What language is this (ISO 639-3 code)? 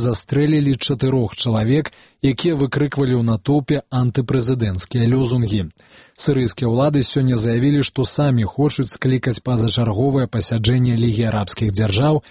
bel